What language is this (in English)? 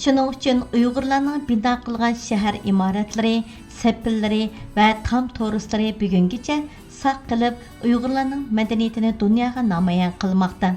Uyghur